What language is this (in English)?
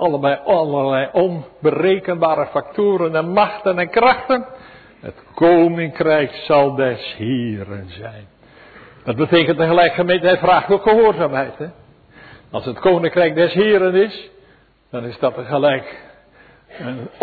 Dutch